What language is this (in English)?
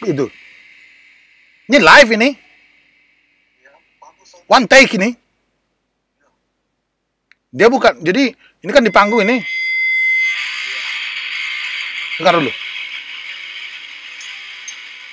Indonesian